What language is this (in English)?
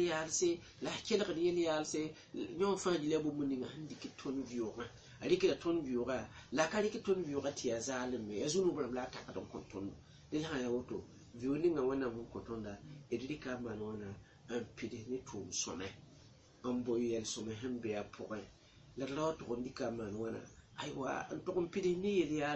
Mossi